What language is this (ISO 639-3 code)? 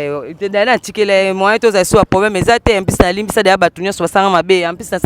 lin